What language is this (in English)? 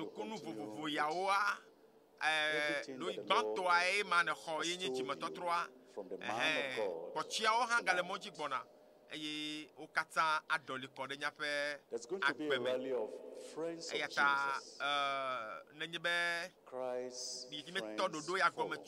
Ewe